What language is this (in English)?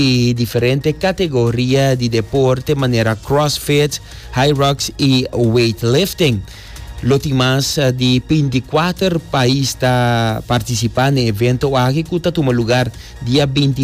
Papiamento